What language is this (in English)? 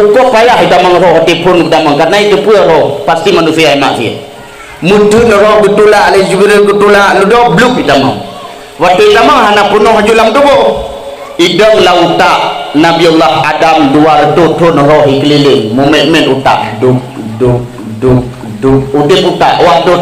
Achinese